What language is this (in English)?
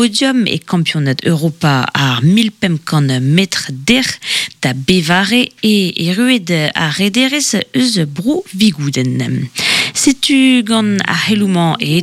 Breton